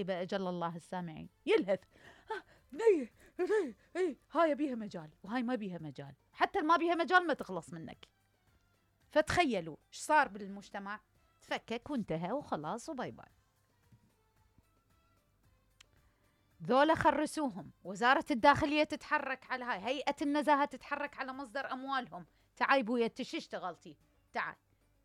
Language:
Mesopotamian Arabic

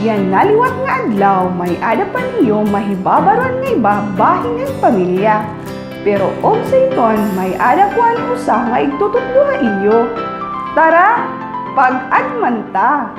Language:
Waray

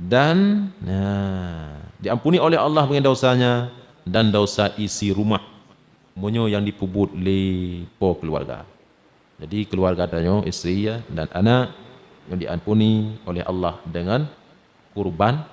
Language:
Achinese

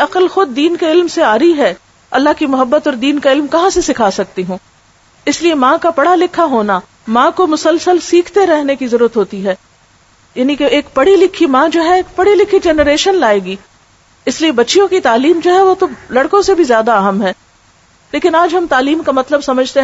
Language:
Urdu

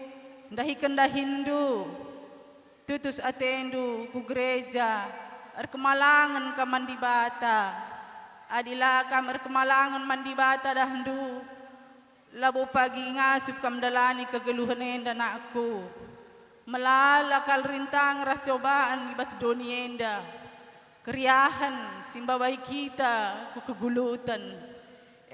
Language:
Batak Karo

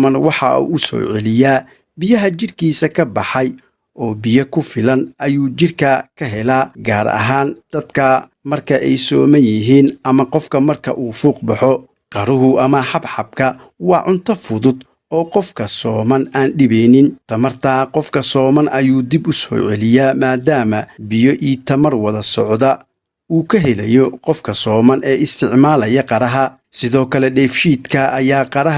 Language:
Somali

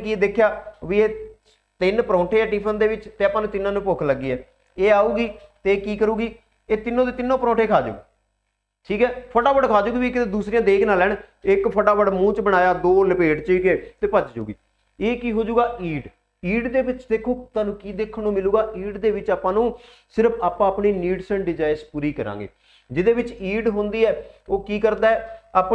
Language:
Punjabi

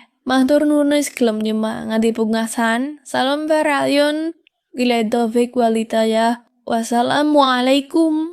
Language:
Javanese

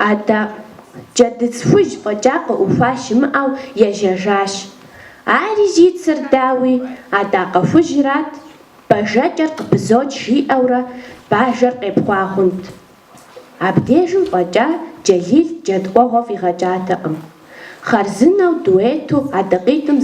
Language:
Kabardian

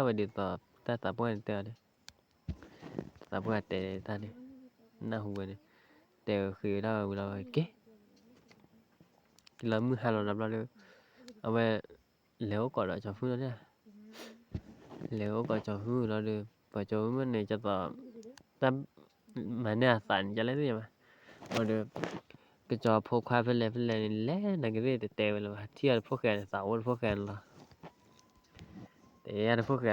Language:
S'gaw Karen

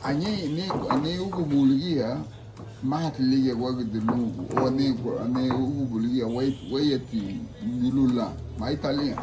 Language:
Garifuna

